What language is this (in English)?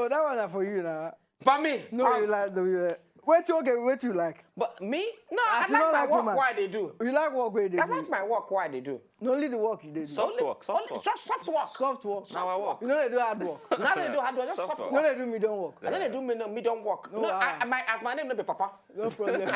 Nigerian Pidgin